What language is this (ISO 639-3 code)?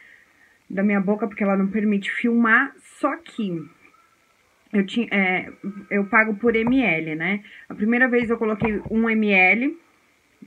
por